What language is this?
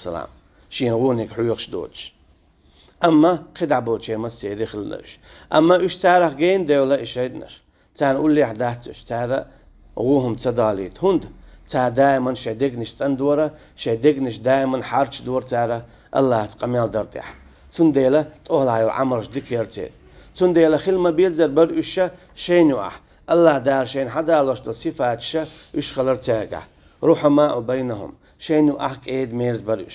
Chechen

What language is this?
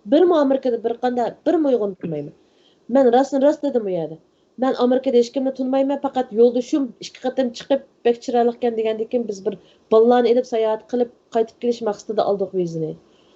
Uyghur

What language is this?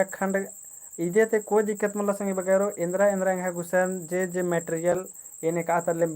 Kurukh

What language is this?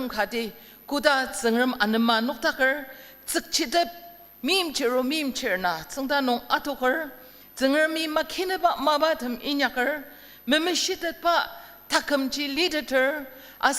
Ao Naga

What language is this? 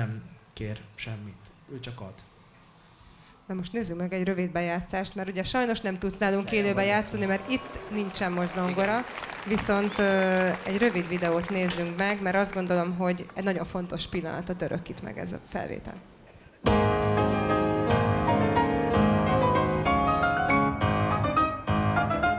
Hungarian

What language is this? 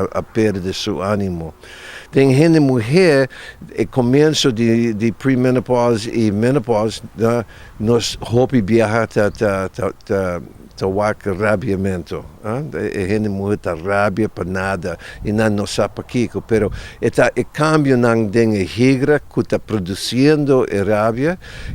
Papiamento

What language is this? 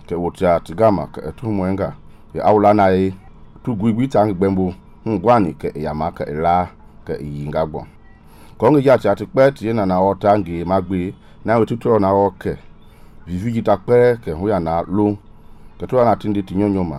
Mende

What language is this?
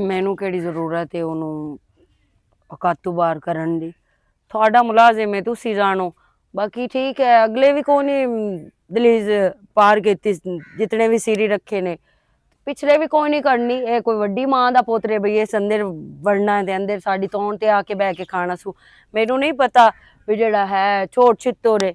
Western Panjabi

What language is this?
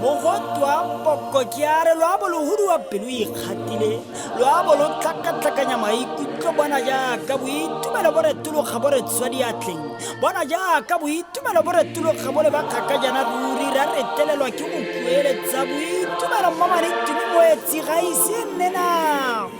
Tswana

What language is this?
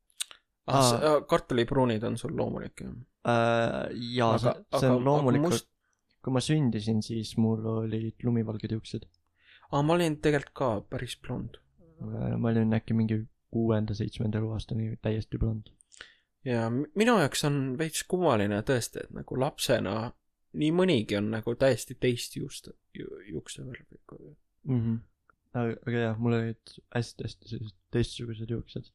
Estonian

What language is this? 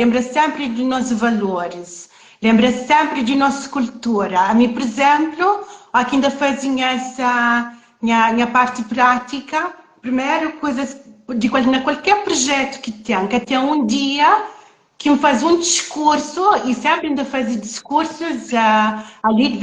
Kabuverdianu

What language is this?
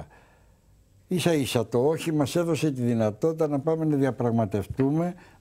Greek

